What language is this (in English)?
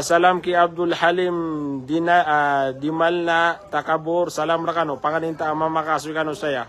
Maranao